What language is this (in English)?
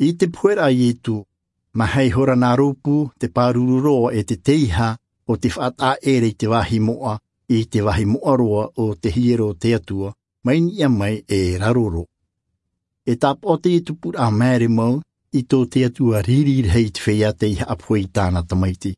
Tahitian